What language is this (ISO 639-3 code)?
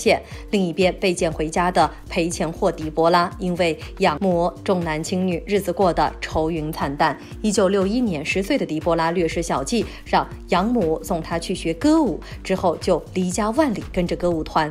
zho